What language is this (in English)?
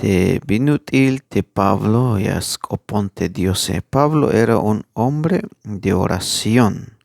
Tzeltal